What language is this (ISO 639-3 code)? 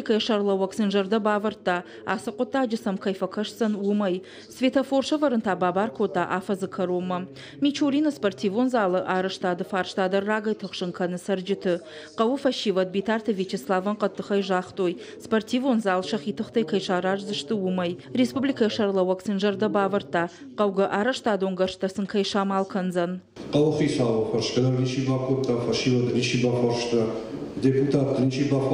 oss